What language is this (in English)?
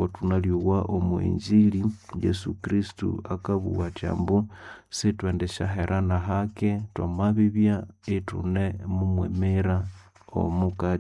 Nande